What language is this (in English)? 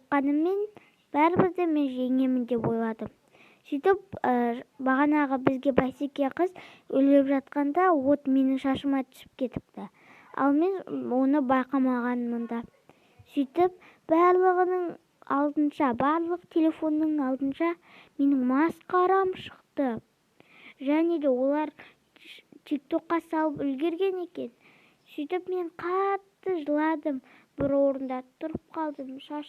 Kazakh